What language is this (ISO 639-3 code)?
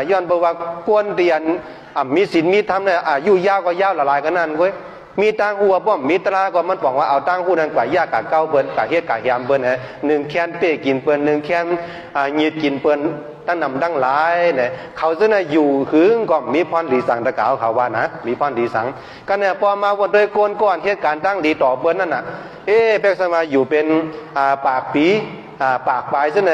shn